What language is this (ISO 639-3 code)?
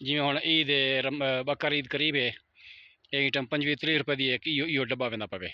skr